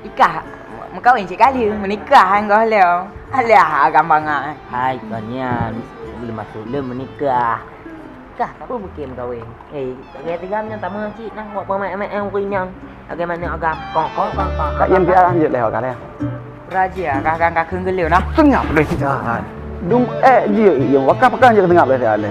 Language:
Achinese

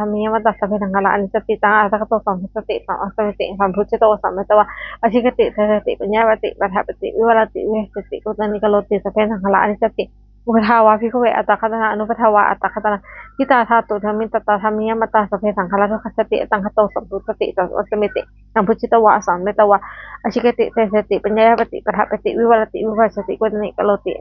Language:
Pali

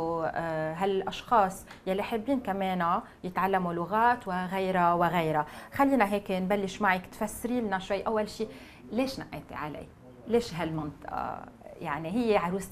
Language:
North Levantine Arabic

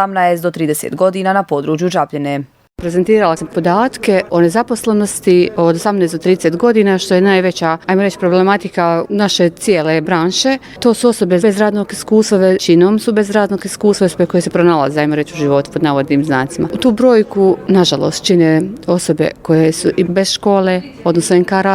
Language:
Bosnian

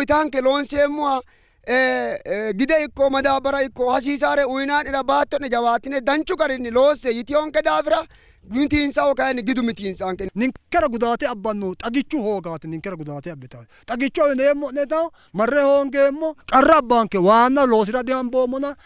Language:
Sidamo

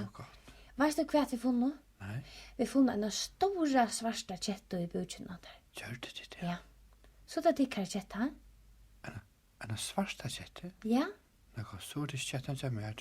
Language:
Faroese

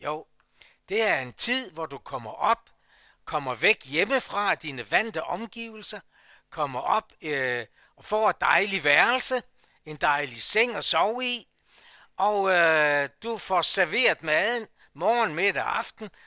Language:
Danish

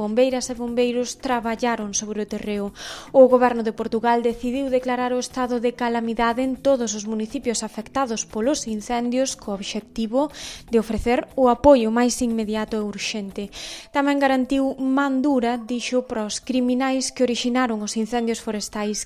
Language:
Galician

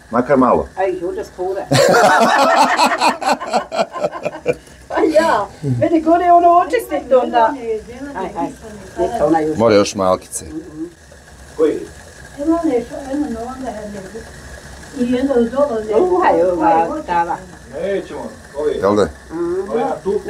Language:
Bosnian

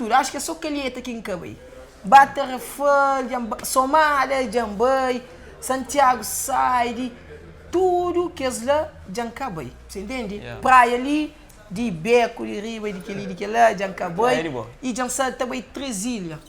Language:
Kabuverdianu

